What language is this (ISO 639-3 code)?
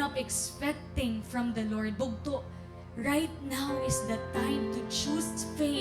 war